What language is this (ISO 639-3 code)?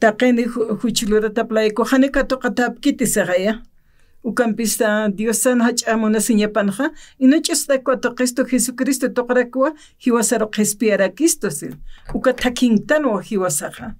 aym